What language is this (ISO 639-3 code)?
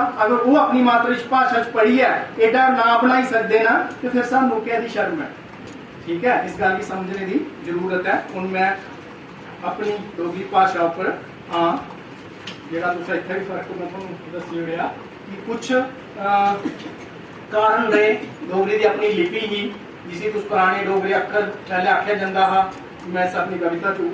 doi